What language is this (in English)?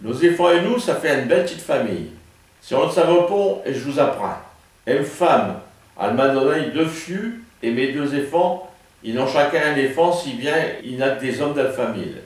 Picard